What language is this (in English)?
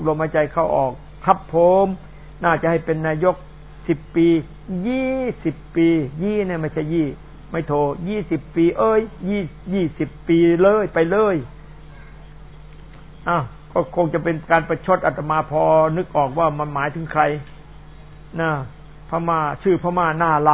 Thai